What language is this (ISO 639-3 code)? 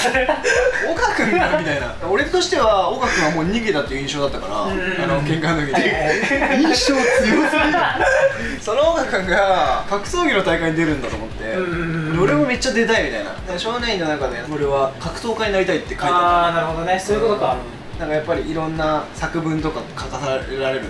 jpn